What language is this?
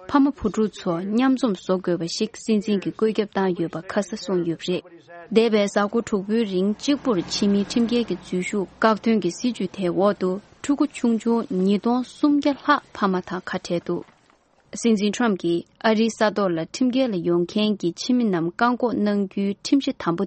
Tibetan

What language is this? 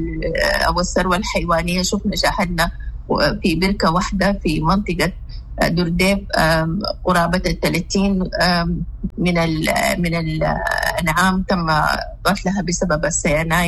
Sudanese Arabic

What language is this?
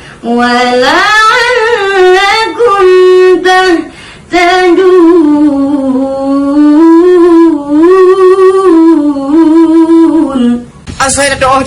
Achinese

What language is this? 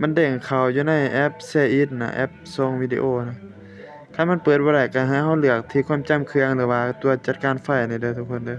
Lao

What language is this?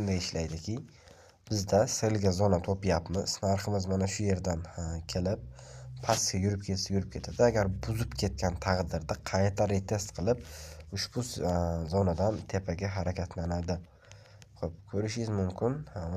Uzbek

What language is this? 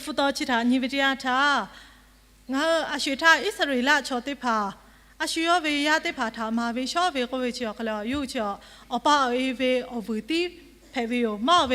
Lahu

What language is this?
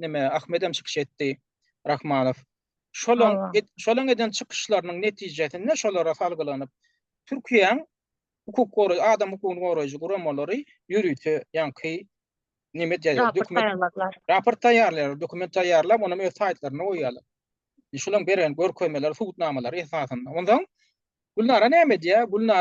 Turkmen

